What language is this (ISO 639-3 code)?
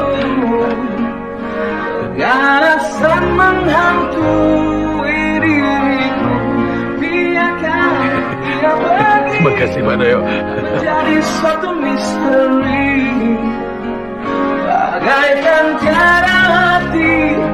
msa